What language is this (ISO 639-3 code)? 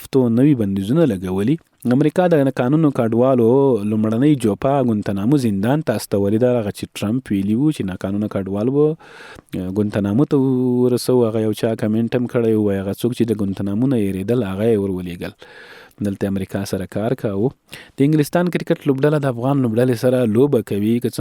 pus